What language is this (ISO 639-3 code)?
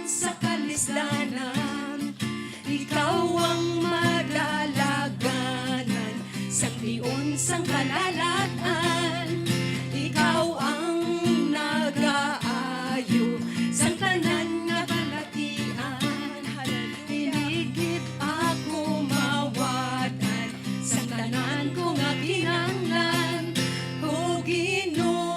hil